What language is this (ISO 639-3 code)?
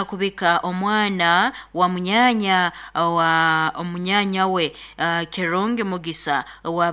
nyn